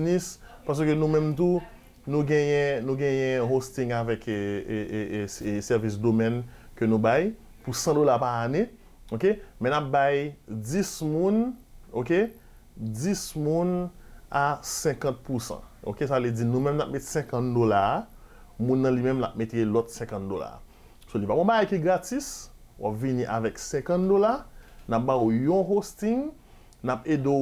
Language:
Haitian Creole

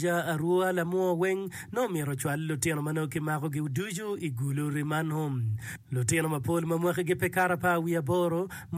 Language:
Acoli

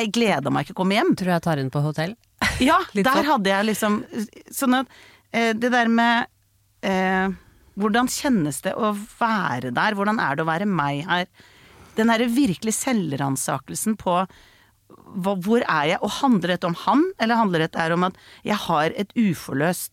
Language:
Norwegian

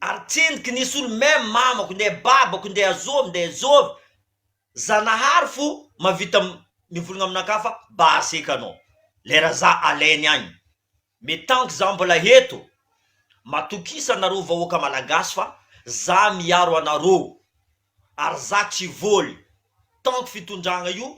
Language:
Malagasy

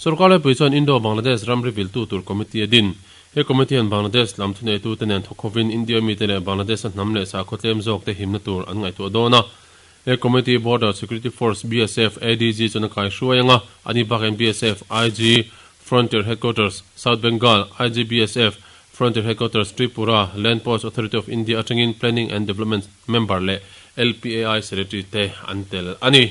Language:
Mizo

